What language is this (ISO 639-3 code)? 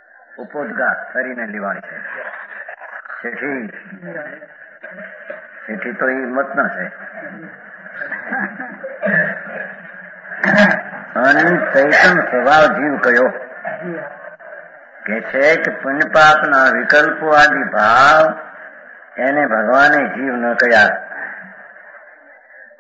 guj